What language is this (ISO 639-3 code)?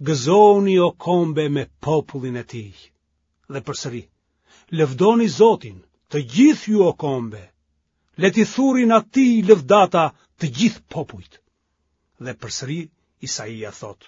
sqi